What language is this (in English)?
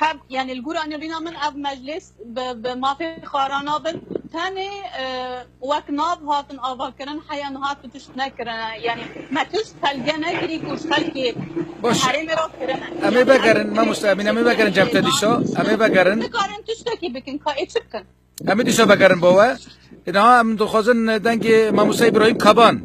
Kurdish